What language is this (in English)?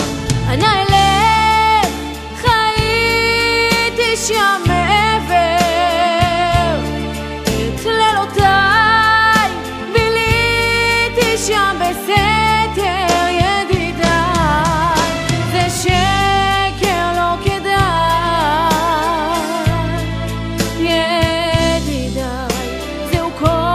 Hebrew